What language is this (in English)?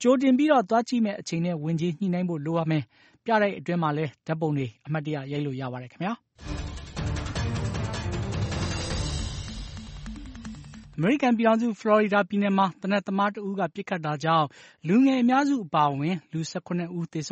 Burmese